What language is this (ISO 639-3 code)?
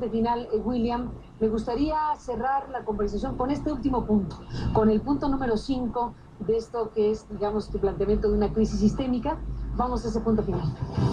spa